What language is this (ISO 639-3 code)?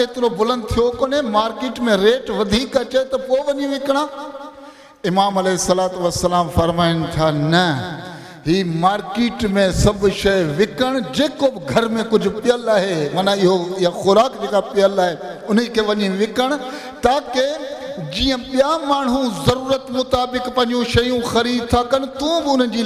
snd